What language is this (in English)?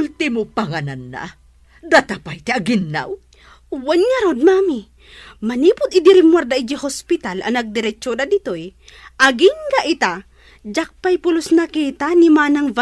Iloko